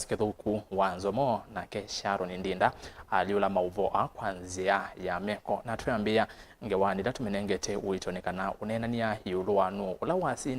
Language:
Kamba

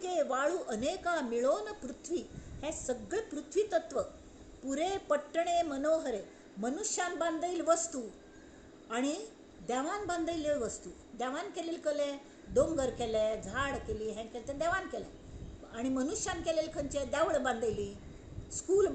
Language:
Konkani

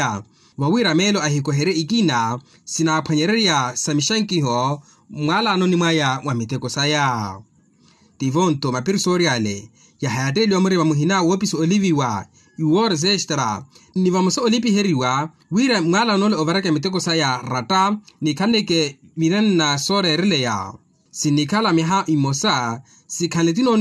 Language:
Makhuwa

